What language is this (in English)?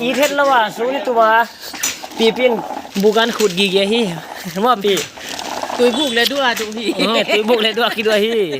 Paite Chin